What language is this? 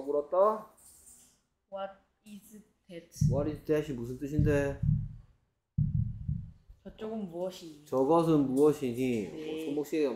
Korean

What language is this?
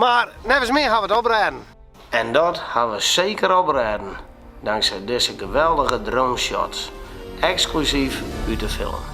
Western Frisian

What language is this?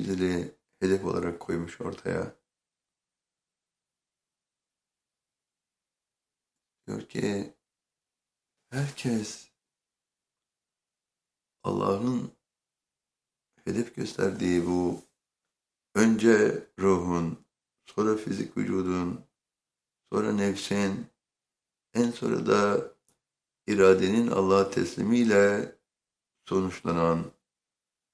Turkish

